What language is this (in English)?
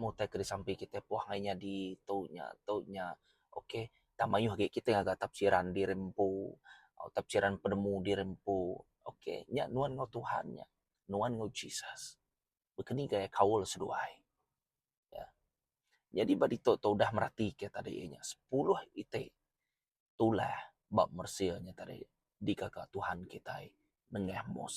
Iban